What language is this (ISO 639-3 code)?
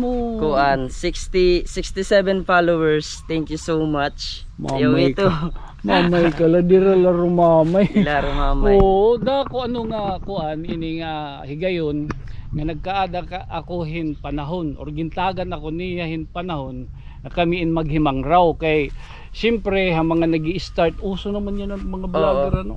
war